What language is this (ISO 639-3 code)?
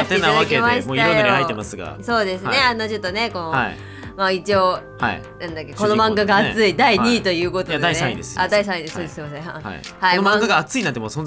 jpn